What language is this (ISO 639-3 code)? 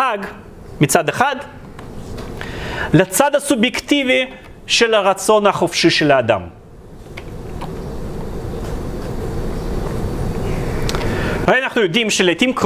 heb